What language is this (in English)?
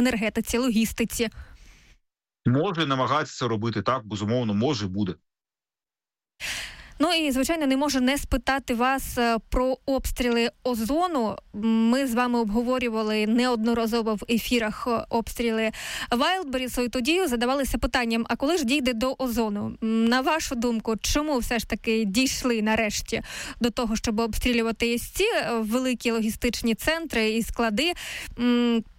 Ukrainian